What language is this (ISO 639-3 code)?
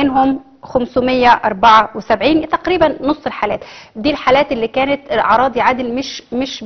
arz